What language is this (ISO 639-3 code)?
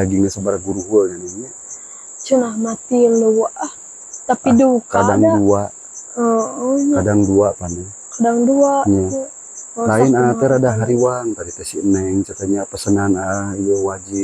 sun